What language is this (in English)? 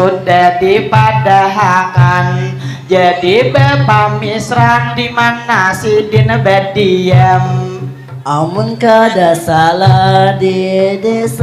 Banjar